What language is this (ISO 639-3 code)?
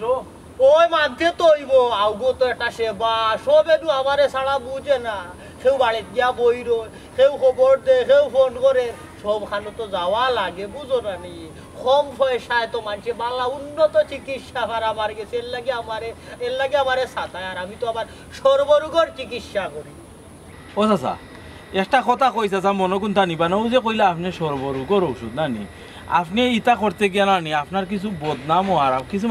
syl